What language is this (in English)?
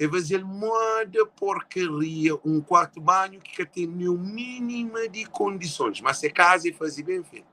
Kabuverdianu